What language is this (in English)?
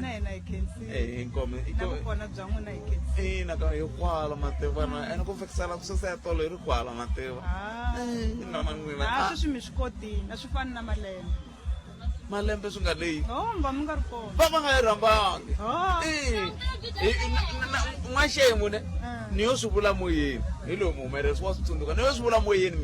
Tsonga